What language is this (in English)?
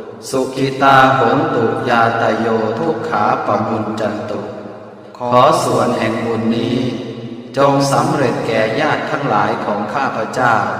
Pali